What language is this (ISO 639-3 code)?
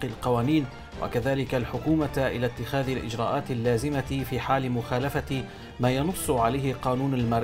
ara